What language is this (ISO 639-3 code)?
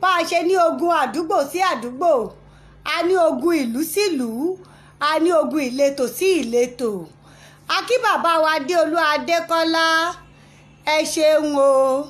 yor